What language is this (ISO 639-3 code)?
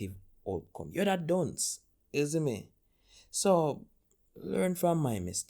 jam